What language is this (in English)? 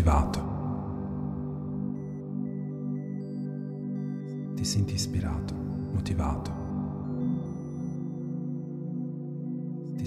Italian